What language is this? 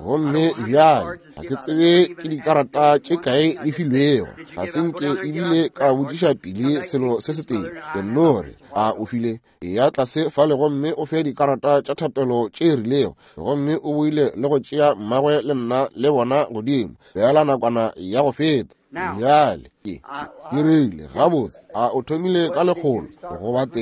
Northern Sotho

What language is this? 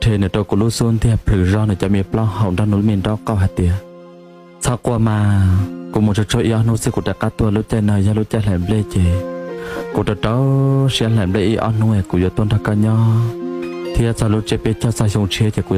Hmong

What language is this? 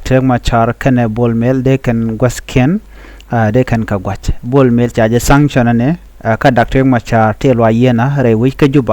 Nuer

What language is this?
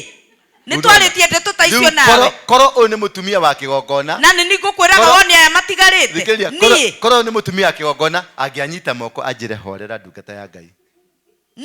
Kikuyu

